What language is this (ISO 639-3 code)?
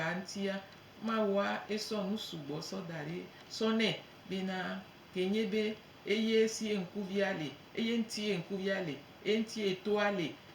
gej